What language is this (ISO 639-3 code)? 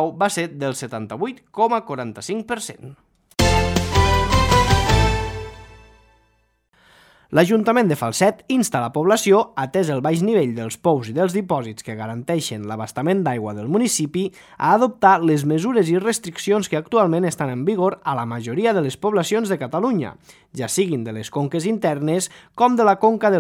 cat